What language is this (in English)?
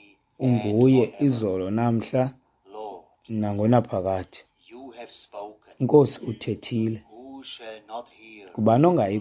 Xhosa